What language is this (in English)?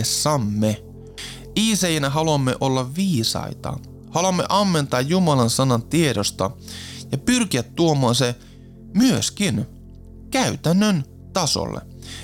Finnish